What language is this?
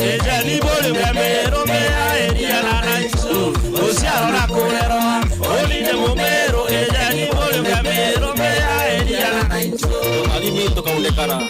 Meru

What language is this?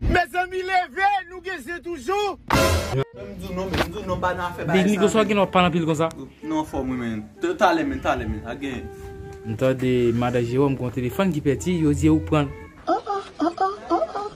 Haitian Creole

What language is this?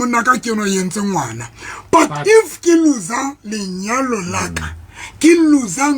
Southern Sotho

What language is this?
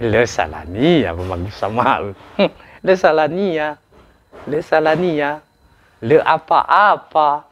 Nias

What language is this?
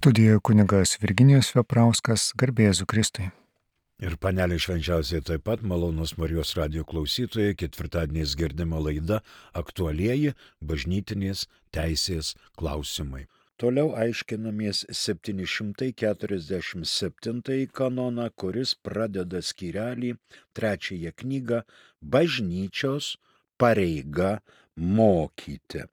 Lithuanian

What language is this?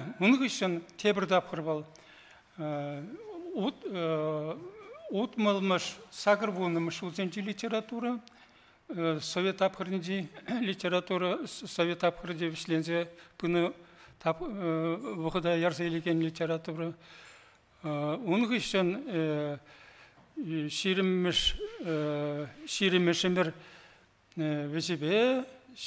Chuvash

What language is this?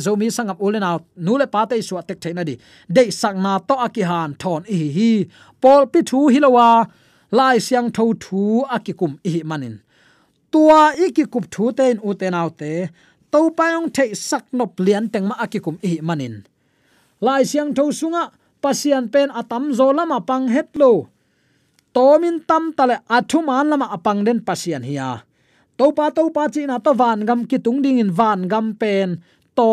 Tedim Chin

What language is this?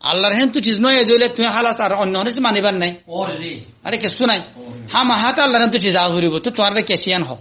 Rohingya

